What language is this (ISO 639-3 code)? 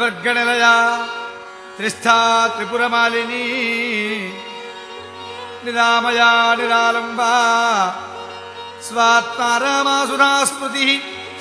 san